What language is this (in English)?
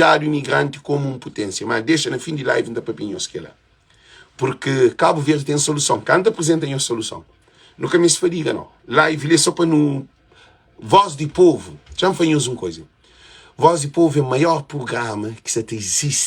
Kabuverdianu